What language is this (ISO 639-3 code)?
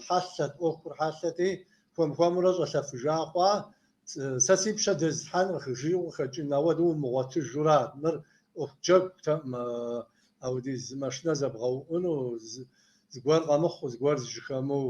kbd